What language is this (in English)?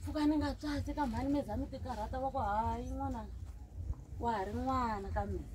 Tsonga